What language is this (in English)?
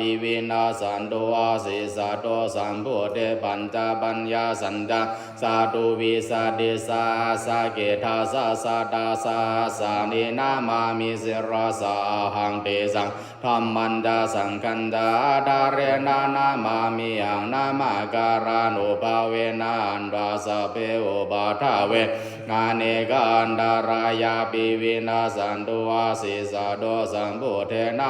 Pali